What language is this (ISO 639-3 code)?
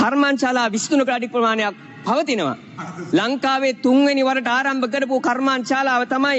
sin